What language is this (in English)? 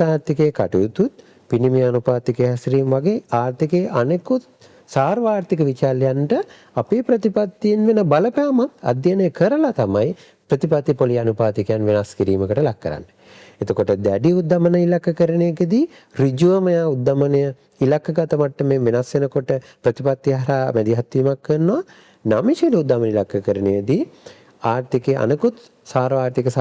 Sinhala